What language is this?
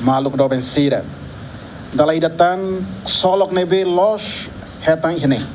Tetum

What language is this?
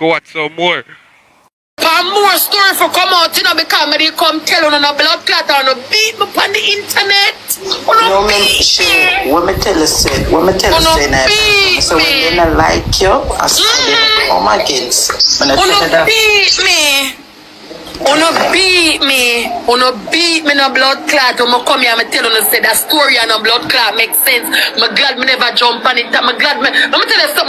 Jamaican Creole English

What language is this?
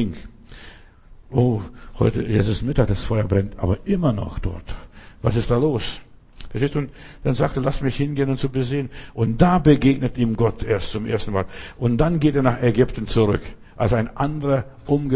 German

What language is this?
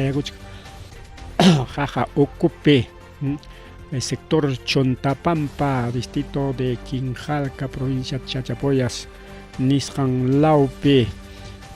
Ayacucho Quechua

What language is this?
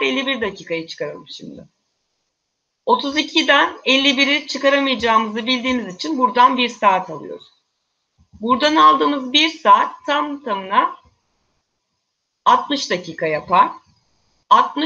Turkish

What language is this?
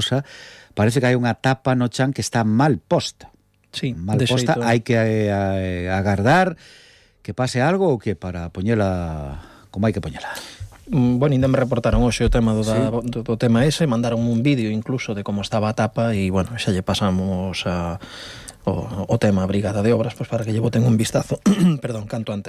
Galician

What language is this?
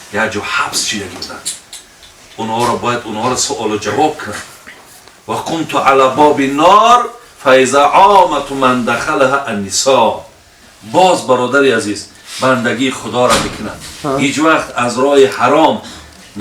Tajik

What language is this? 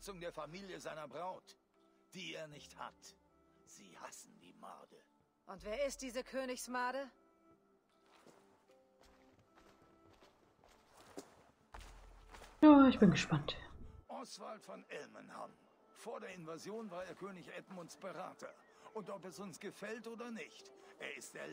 German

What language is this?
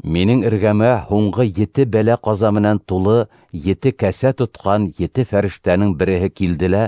Bashkir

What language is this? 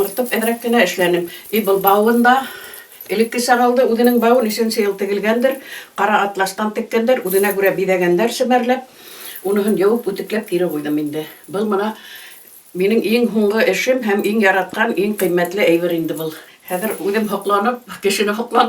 Bashkir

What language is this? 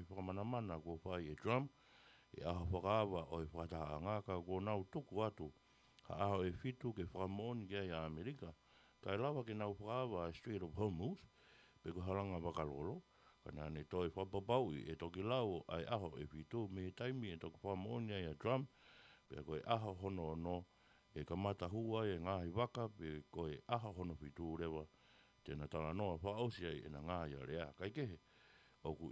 Tongan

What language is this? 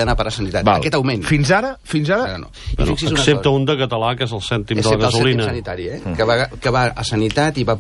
Catalan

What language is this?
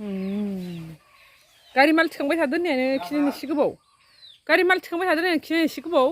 Bodo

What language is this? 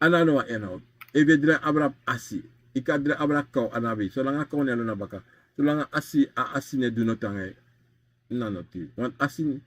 Sranan Tongo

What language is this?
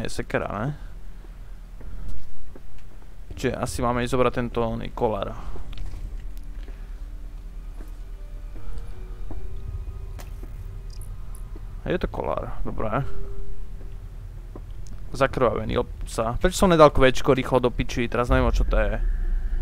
Slovak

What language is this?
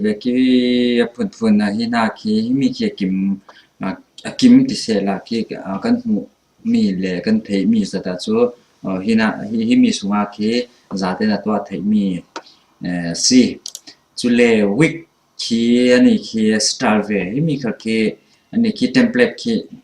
Falam Chin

